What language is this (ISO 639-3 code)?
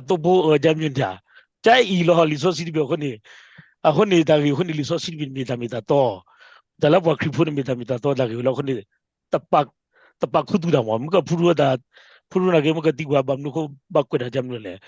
ksw